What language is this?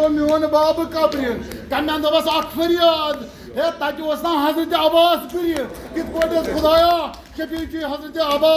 Kashmiri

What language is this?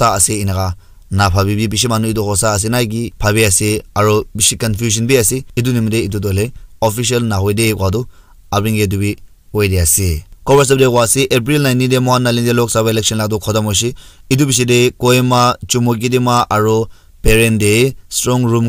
Naga Pidgin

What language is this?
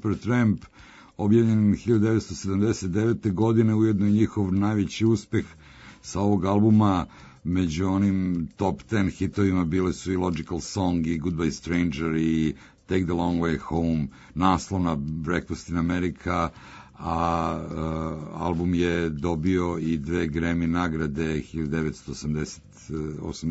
Serbian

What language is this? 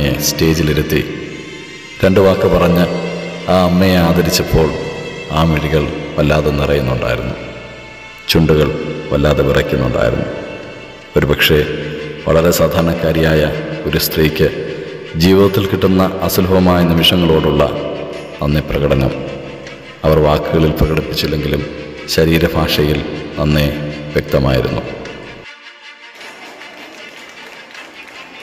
Malayalam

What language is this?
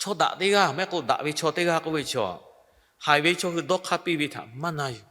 Lahu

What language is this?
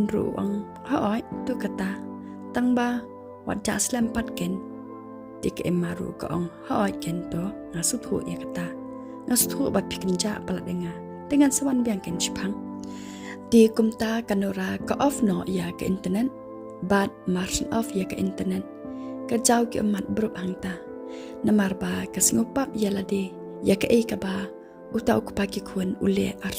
Khasi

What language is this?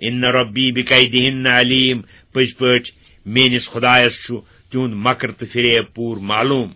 Kashmiri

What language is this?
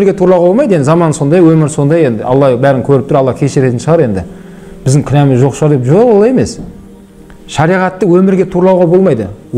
Kyrgyz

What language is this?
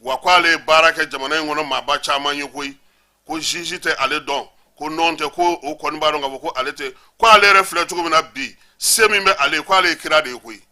Bambara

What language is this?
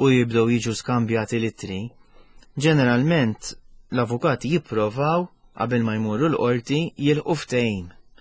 Maltese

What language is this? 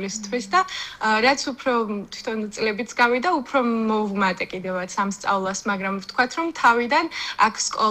Georgian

